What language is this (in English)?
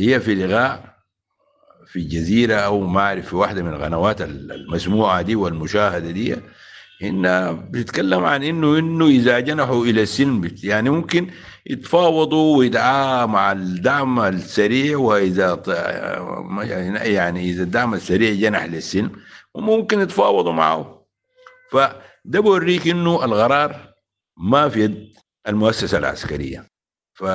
Sudanese Arabic